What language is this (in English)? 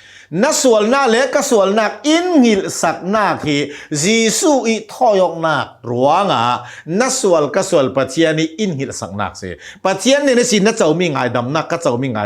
Hakha Chin